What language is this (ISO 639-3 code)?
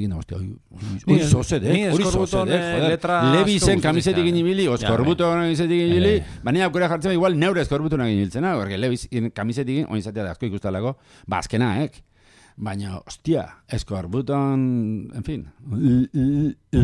eus